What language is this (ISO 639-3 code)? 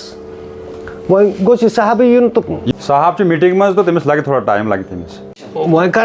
kas